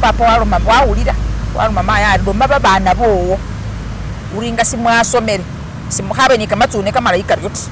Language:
Masaaba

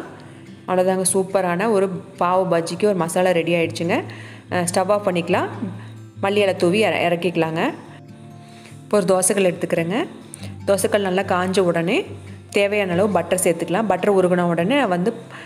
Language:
Tamil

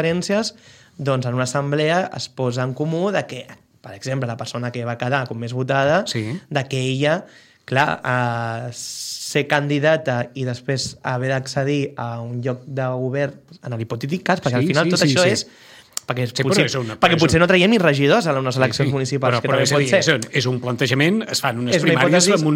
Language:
Catalan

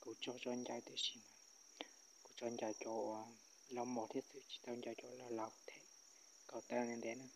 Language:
Hmong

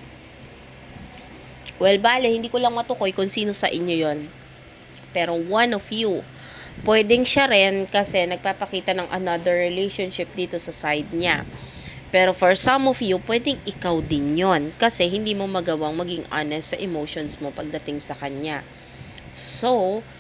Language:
Filipino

